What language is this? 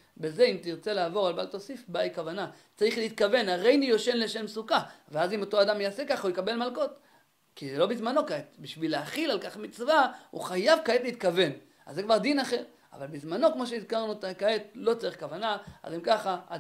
Hebrew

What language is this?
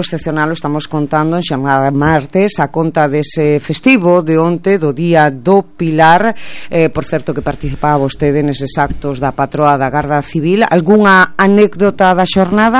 Galician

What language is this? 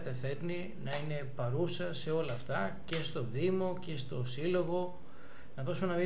Greek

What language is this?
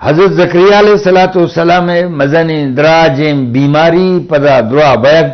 Eastern Balochi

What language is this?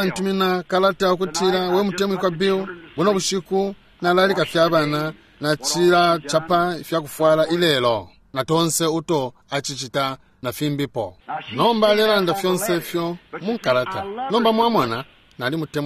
Bemba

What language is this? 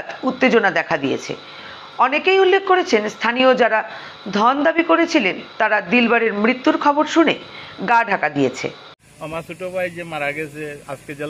Bangla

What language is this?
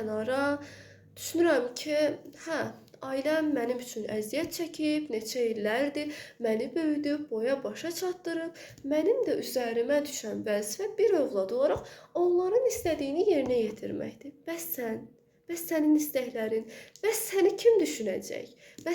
Azerbaijani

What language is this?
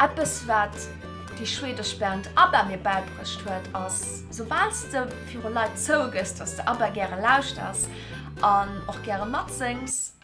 Luxembourgish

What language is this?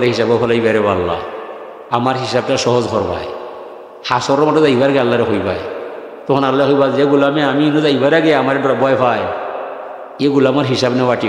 Sylheti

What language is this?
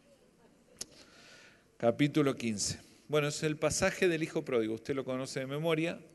Spanish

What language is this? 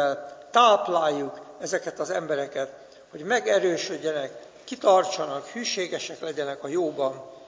Hungarian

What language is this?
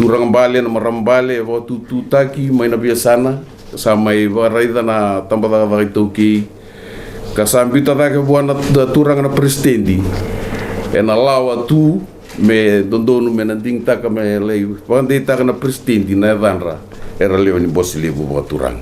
Fijian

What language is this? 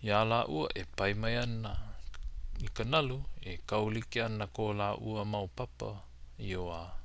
Hawaiian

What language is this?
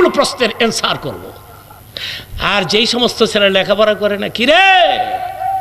Bangla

